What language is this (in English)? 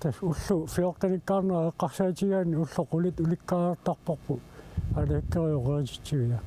Kalaallisut